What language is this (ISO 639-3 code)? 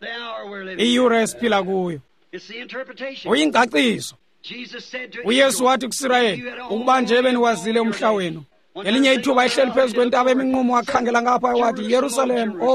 xho